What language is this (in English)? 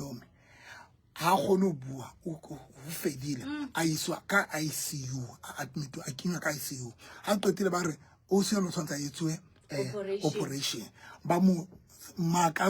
Southern Sotho